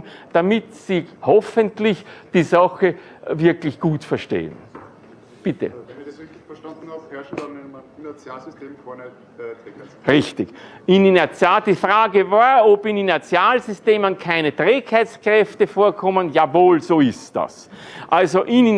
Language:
German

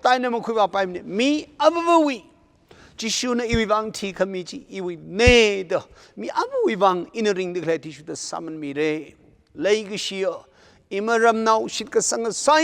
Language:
Tangkhul Naga (India)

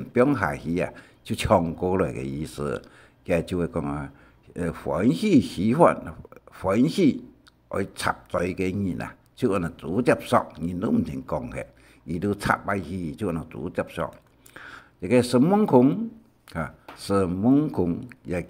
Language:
Hakka Chinese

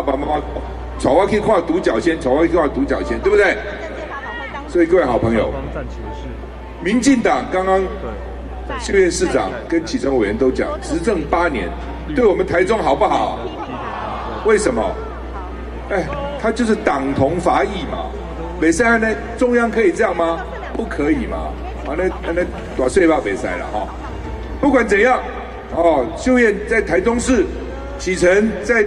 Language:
Chinese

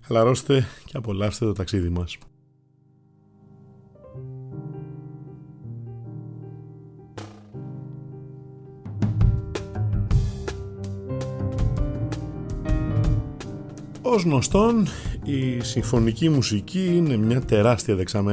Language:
Greek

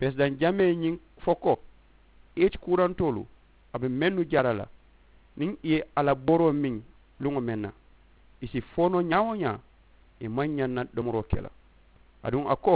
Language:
Mandingo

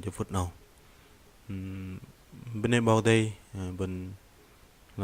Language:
Bahnar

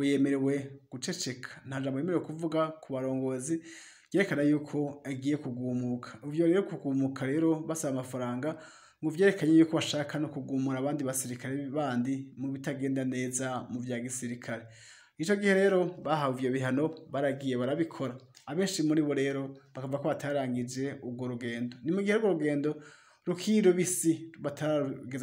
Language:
Rundi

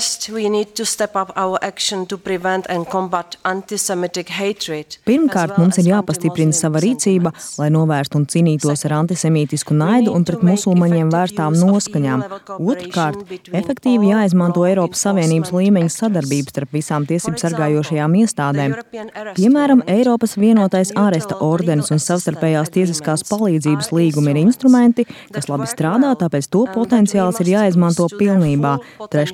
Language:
Latvian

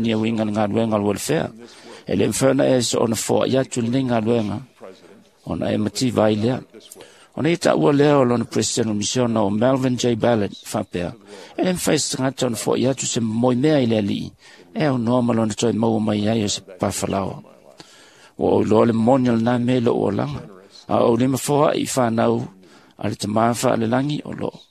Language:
Samoan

